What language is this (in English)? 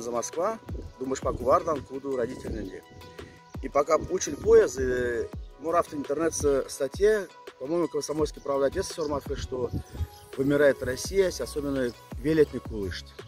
Moksha